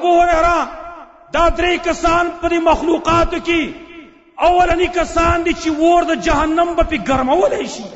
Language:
Pashto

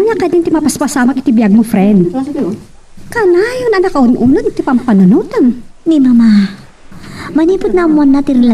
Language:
Iloko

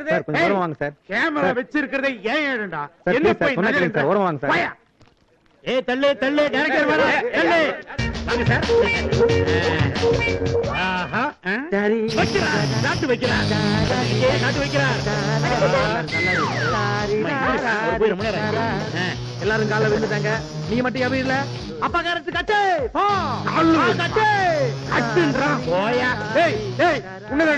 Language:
Tamil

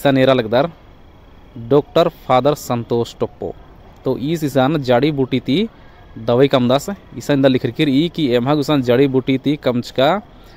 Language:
Kurukh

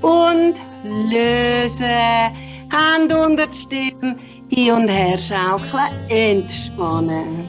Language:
Swiss German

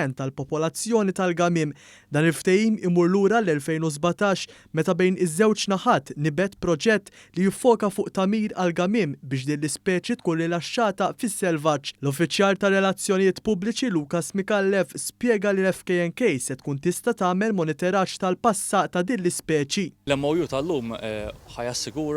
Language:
Maltese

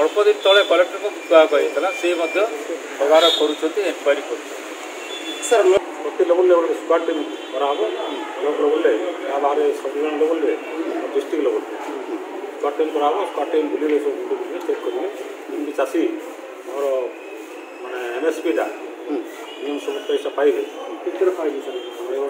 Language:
Odia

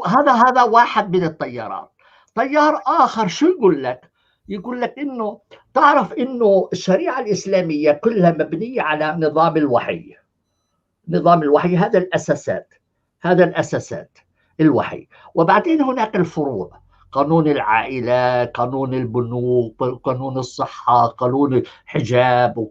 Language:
North Levantine Arabic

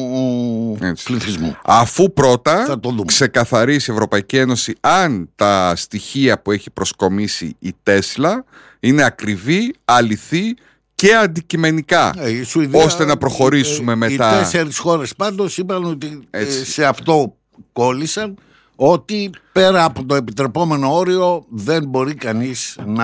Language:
Greek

